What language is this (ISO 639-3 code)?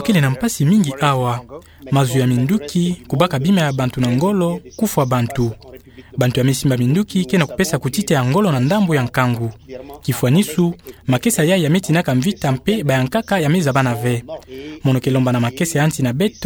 ktu